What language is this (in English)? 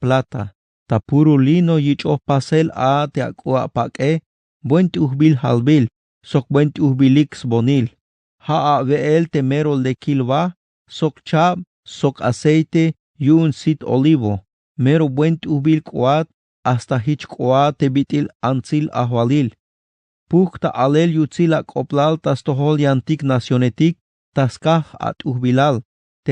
Tzeltal